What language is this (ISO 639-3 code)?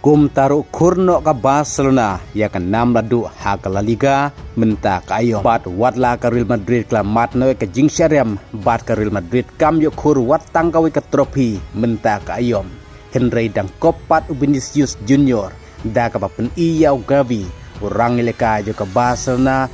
kha